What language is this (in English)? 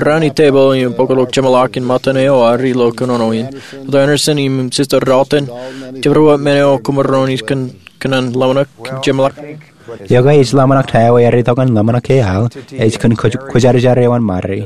Marshallese